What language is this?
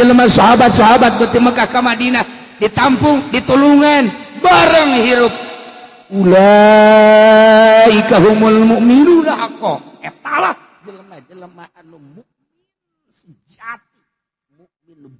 Sundanese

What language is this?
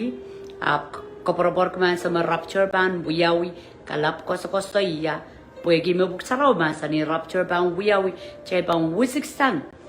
Pohnpeian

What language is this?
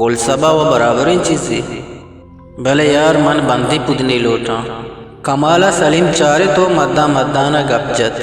Eastern Balochi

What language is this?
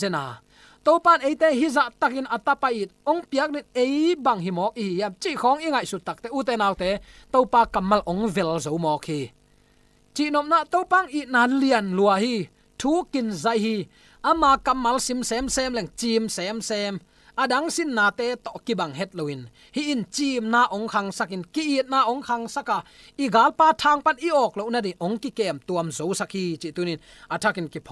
Tedim Chin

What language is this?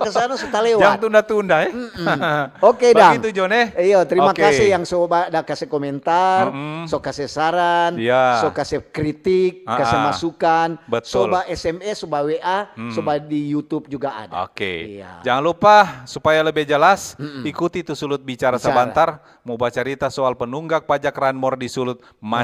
Manado Malay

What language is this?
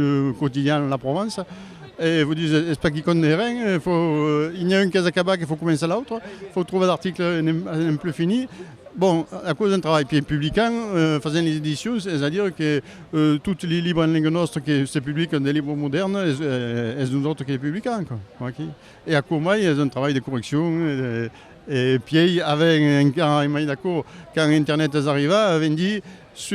Occitan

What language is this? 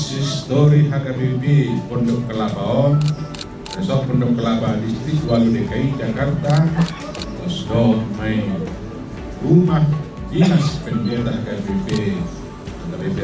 Batak Toba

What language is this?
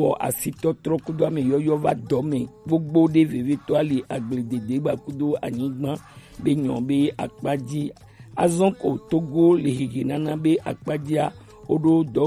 Gen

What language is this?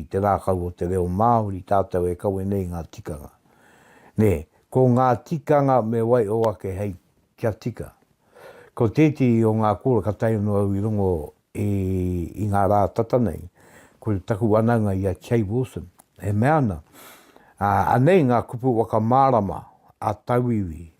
Māori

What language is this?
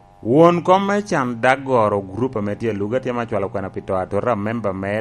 Lango (Uganda)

